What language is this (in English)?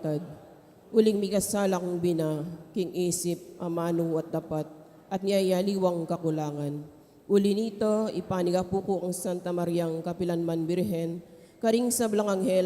Pampanga